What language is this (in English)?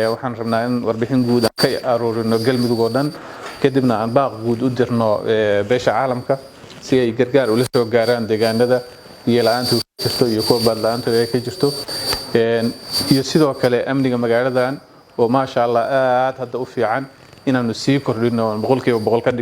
Somali